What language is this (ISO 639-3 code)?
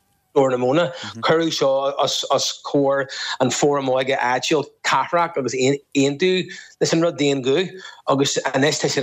gle